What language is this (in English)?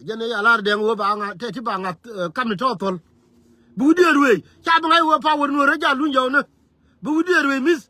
Nuer